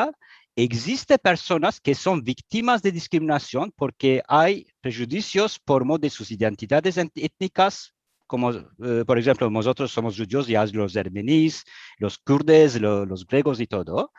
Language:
Ladino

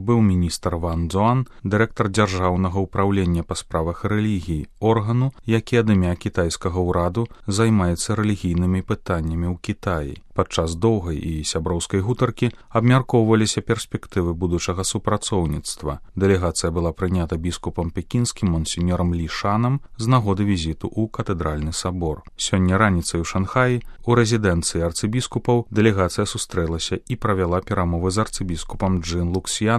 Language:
Belarusian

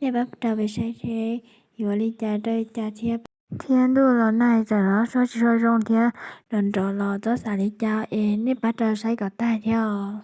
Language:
Hmong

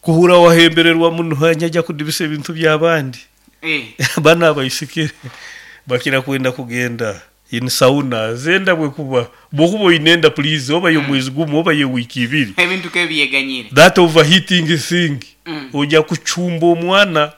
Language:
Nyoro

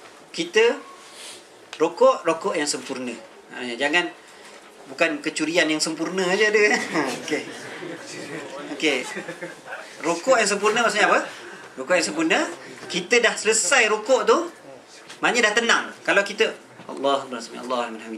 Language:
Malay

